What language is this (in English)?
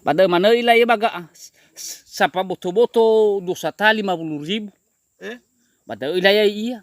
Nias